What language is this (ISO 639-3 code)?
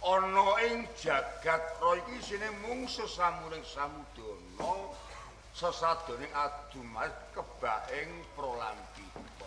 jav